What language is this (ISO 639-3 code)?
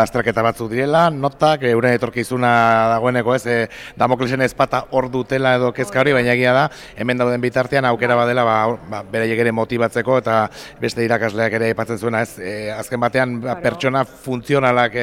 eus